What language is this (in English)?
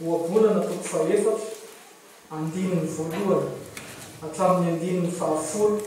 Malagasy